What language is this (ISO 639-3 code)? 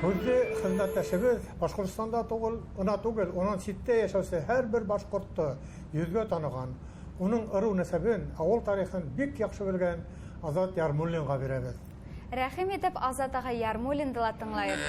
bak